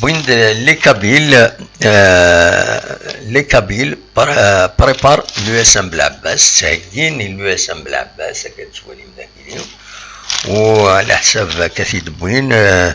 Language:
Kabyle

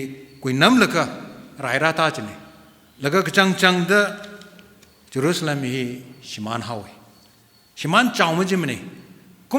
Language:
Tangkhul Naga (India)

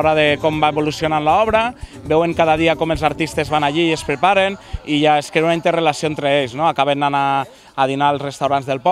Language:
Catalan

